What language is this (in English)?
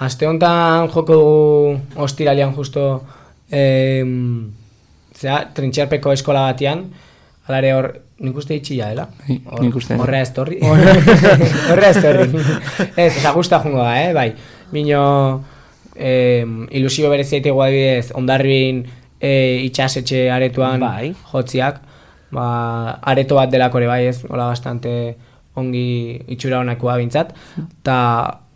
Basque